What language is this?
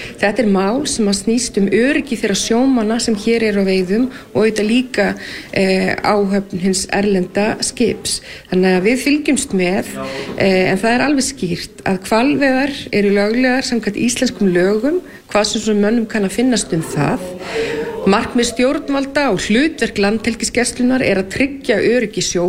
Icelandic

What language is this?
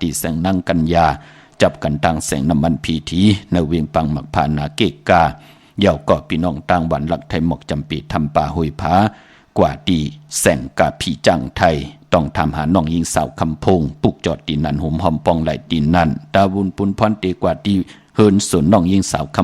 Shan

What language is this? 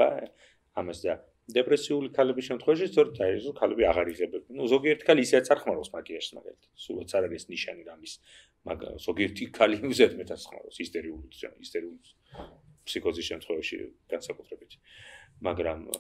Georgian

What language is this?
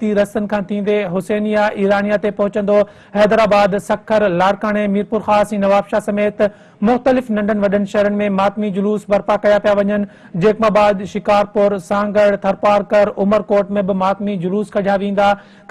Sindhi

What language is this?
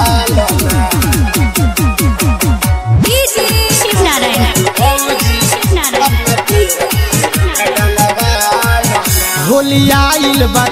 Bhojpuri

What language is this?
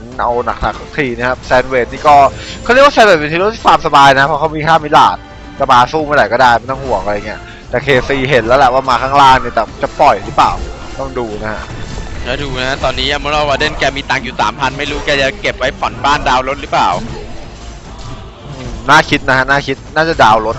Thai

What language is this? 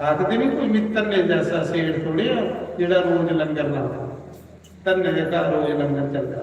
Dogri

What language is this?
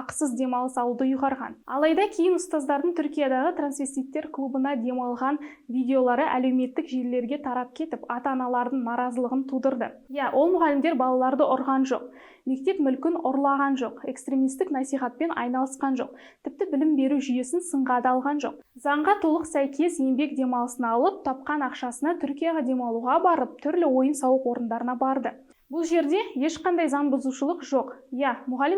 Kazakh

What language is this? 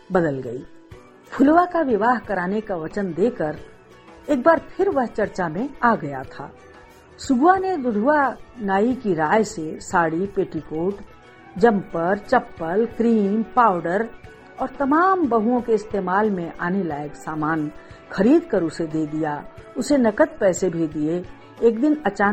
Hindi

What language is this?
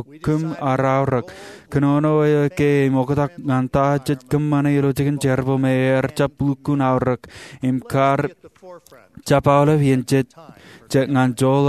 Marshallese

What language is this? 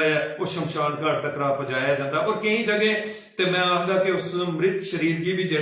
Dogri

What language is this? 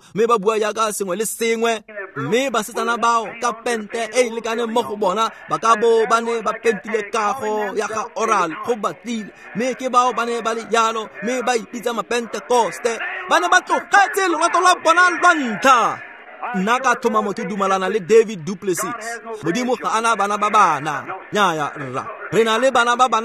Tswana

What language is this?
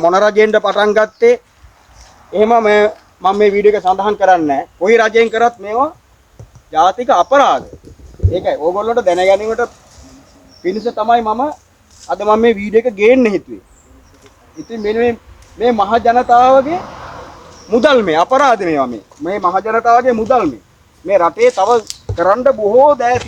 Sinhala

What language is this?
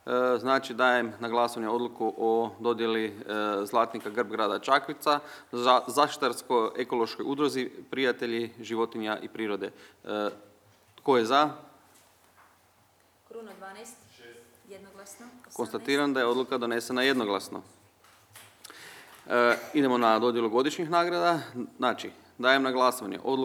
Croatian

